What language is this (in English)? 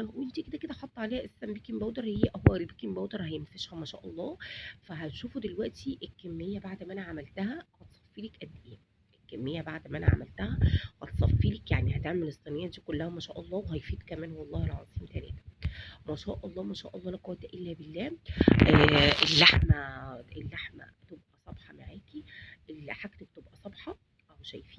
Egyptian Arabic